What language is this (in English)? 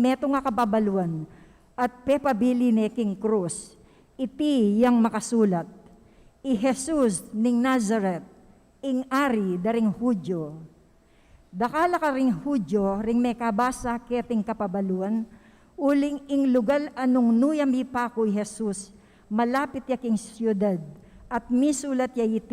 Pampanga